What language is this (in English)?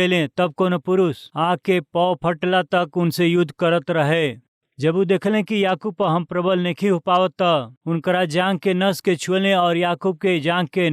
Bhojpuri